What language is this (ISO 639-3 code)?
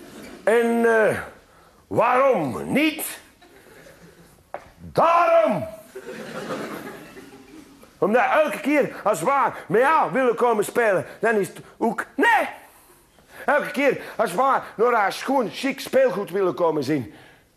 nld